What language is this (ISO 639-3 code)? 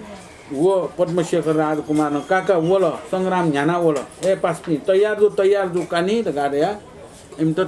new